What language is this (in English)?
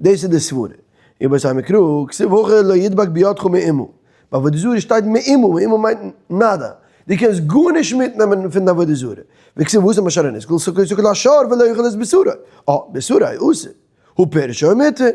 Yiddish